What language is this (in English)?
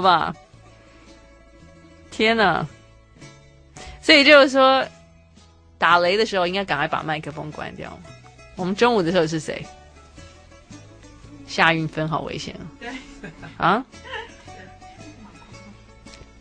Chinese